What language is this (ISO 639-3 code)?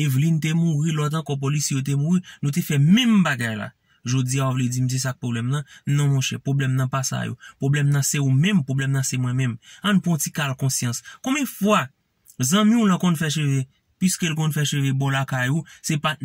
hat